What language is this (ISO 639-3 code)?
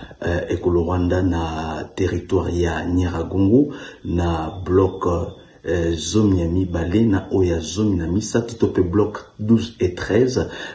lin